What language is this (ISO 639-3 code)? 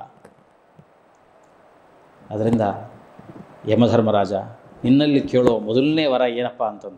kan